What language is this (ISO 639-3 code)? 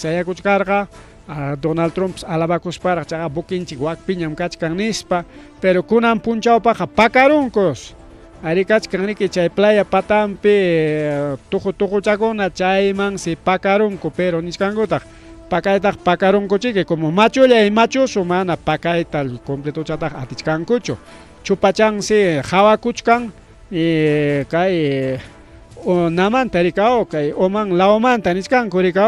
quy